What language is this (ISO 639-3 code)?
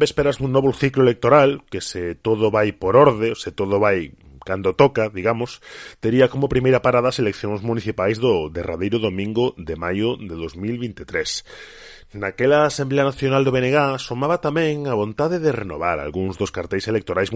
glg